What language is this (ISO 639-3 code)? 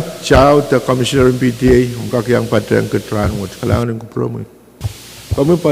pon